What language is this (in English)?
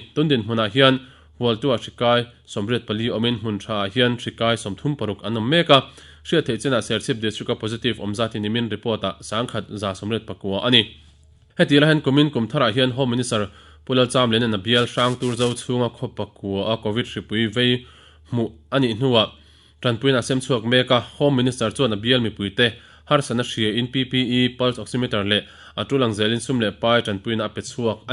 Mizo